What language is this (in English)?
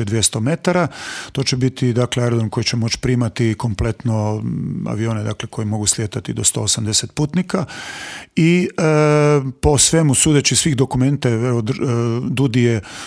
Croatian